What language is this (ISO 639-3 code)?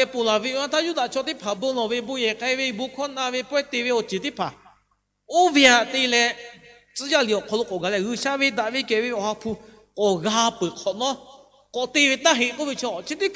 lhu